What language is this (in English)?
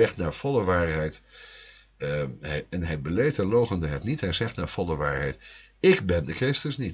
Dutch